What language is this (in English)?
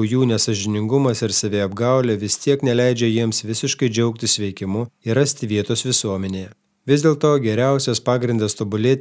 Lithuanian